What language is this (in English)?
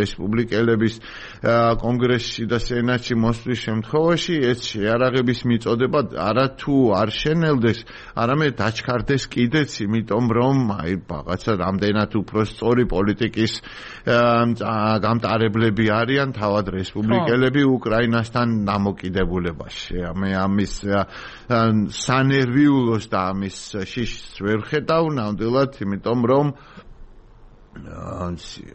Georgian